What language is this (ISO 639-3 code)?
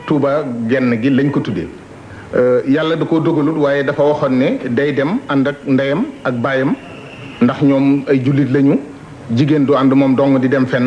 wol